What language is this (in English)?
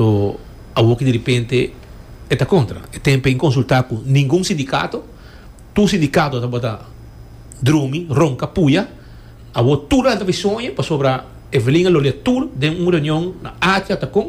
Papiamento